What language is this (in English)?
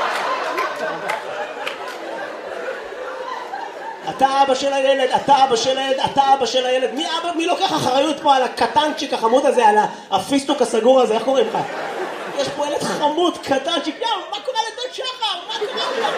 Hebrew